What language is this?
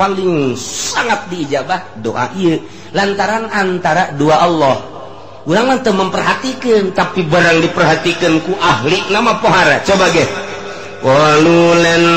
Sundanese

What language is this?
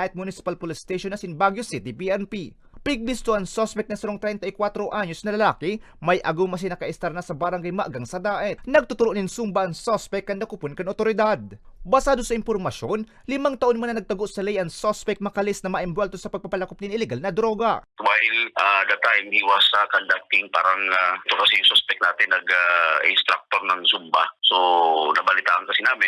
Bikol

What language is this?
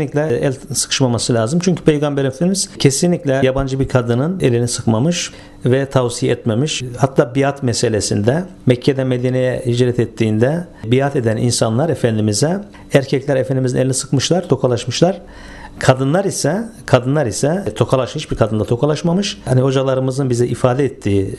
Turkish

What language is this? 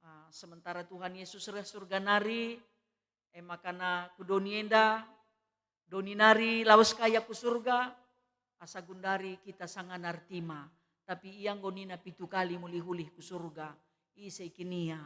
Batak Karo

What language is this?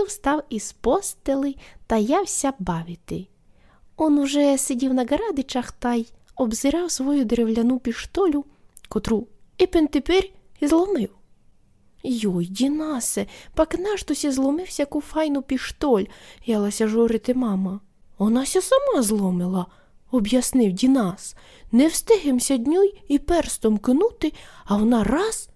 Rusyn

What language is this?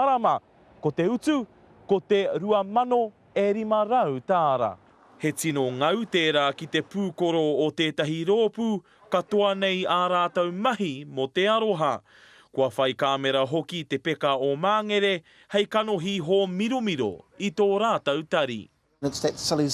Māori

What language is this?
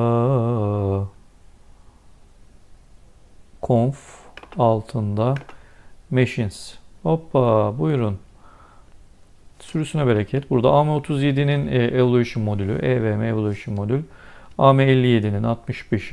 Turkish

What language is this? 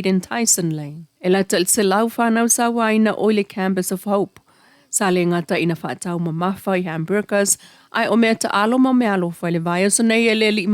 Samoan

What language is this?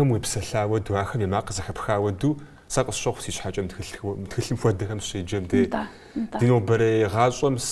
Kabardian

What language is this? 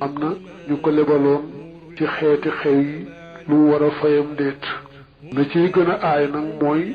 Wolof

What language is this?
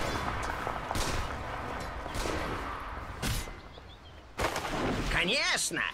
Russian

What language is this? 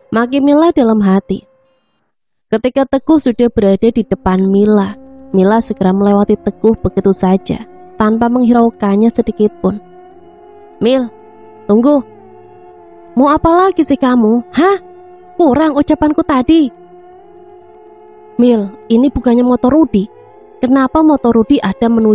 Indonesian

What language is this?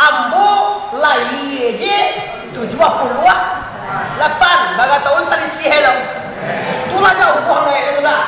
Minangkabau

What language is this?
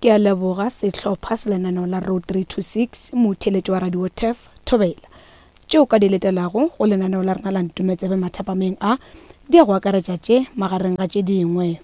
Northern Sotho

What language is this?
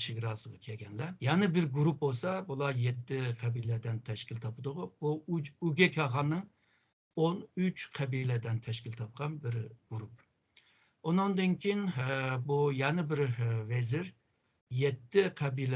Uyghur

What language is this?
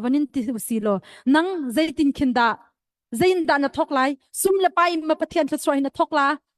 Hakha Chin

